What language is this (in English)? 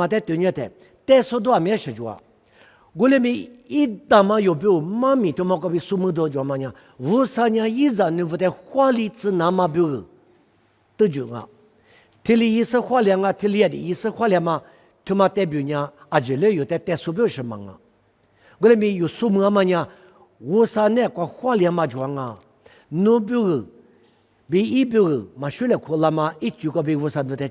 Lisu